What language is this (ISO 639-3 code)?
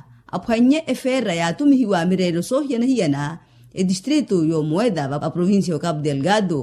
vmw